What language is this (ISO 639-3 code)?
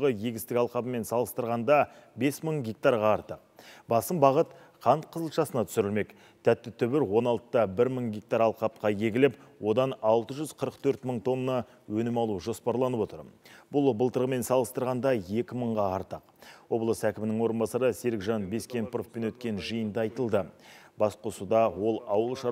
kaz